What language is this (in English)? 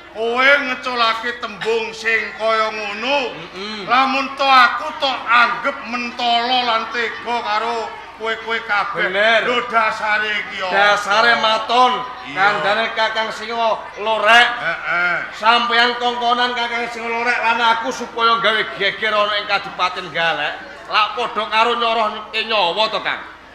Javanese